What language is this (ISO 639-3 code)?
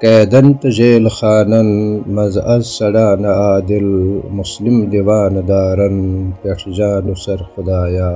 kas